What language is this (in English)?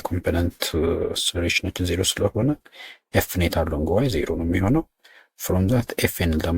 Amharic